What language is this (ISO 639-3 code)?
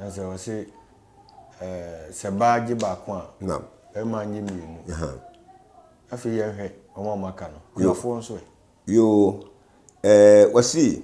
aka